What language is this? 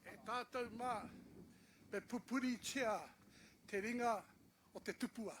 Māori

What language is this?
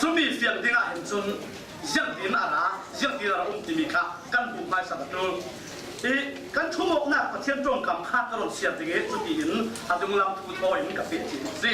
Falam Chin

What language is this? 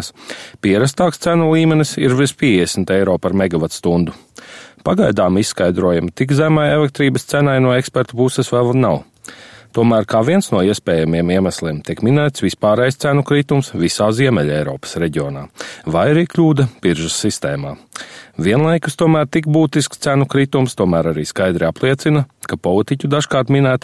Latvian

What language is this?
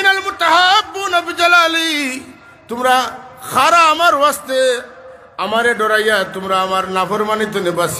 Sylheti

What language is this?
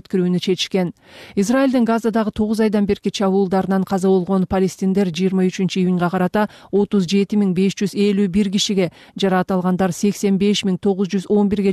Kyrgyz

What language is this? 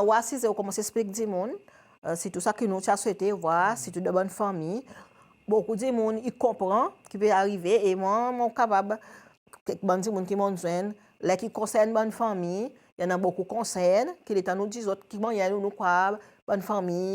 Seselwa Creole French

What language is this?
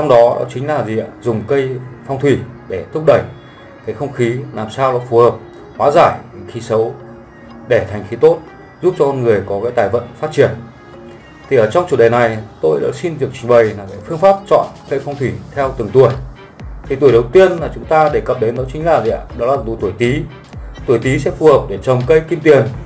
Vietnamese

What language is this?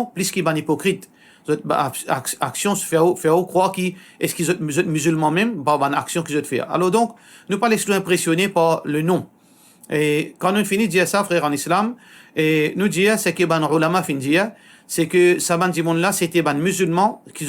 Morisyen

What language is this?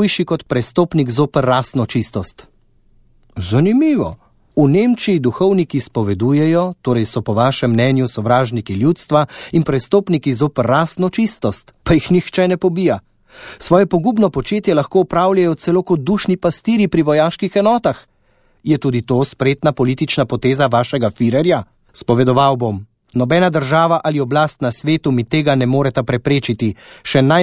Slovenian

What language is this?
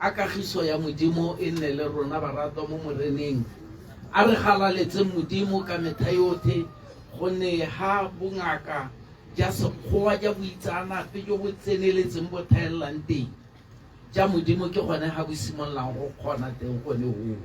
Tswana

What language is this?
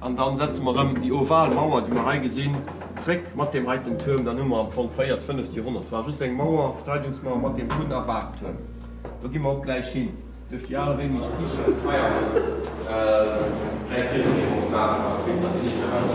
Luxembourgish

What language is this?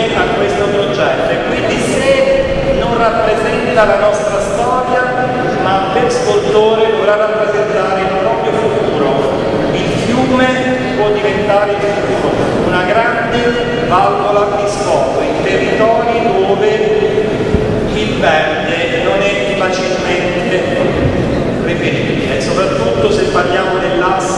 Italian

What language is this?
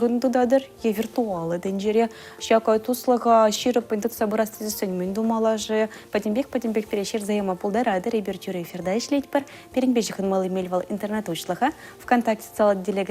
Chuvash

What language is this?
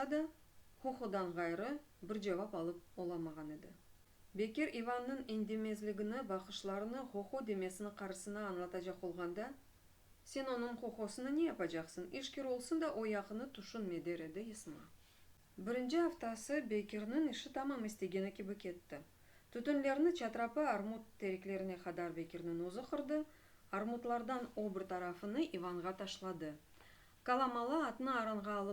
Crimean Tatar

